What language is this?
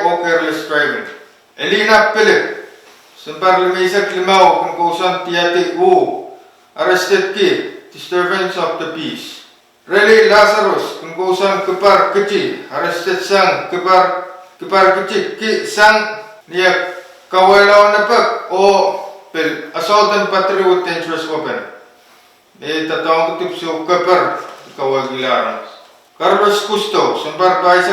Pohnpeian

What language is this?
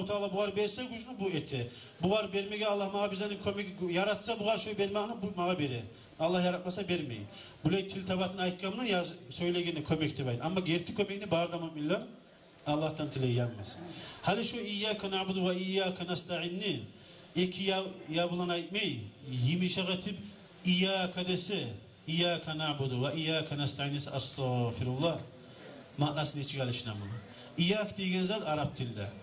Kumyk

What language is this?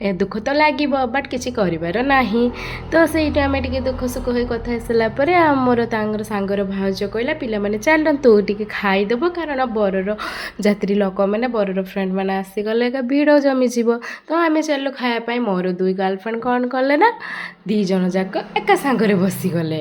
Odia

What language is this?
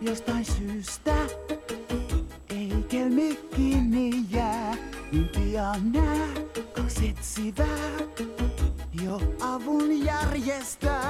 Finnish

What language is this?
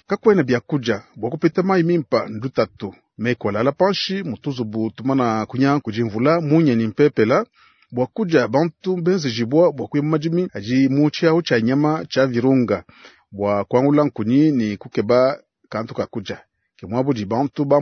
Luba-Lulua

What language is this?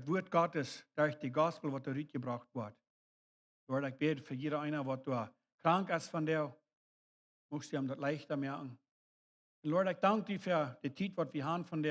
Plautdietsch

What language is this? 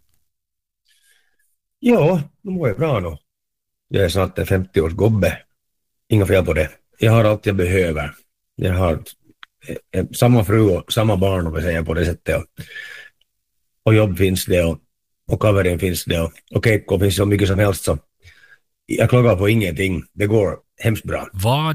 Swedish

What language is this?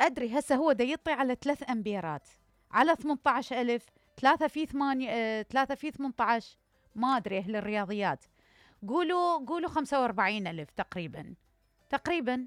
Mesopotamian Arabic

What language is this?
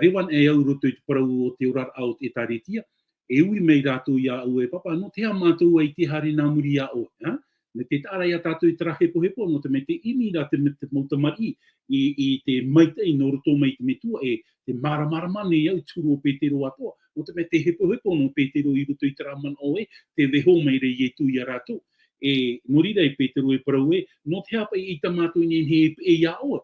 Tahitian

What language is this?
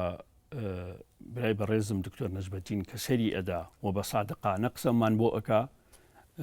Central Kurdish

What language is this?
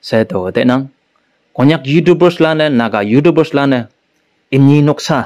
Konyak Naga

